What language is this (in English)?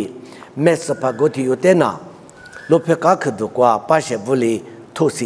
Lisu